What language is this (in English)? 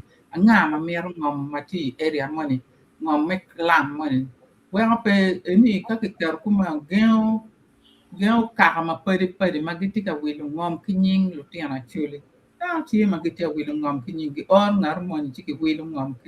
Acoli